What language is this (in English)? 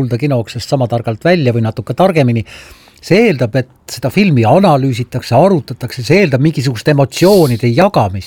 Estonian